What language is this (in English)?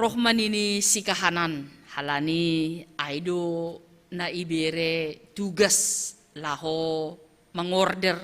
Batak Simalungun